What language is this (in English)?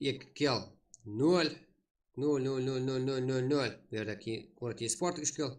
Kara-Kalpak